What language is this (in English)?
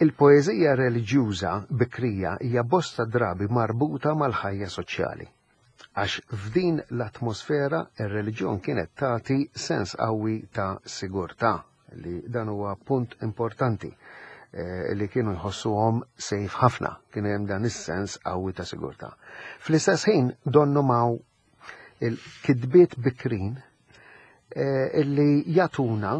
Maltese